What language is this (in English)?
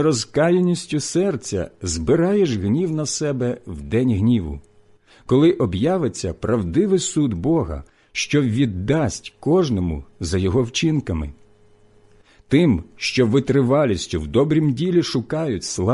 Ukrainian